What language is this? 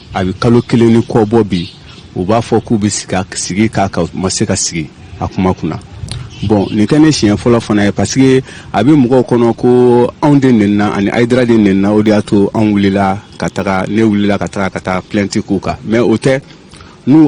Bambara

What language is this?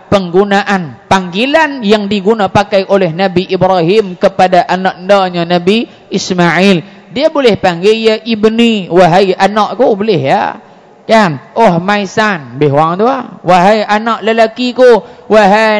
Malay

